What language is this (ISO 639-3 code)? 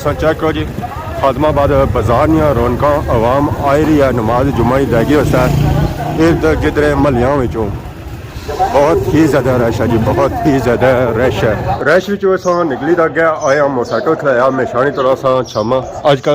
phr